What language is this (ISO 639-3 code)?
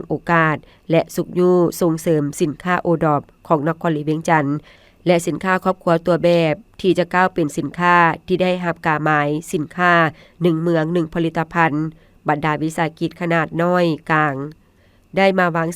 lao